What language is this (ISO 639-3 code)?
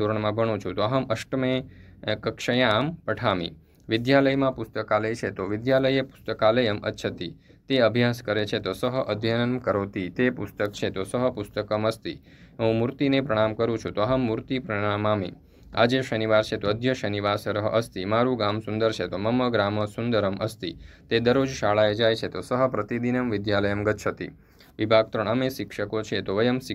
guj